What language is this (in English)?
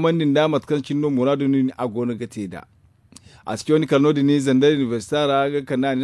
Zarma